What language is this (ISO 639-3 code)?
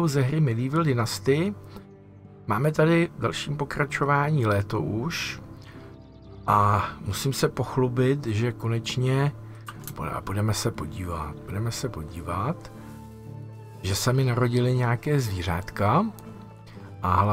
ces